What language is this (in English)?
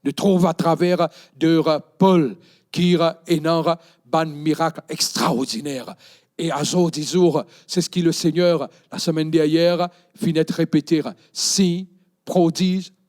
Morisyen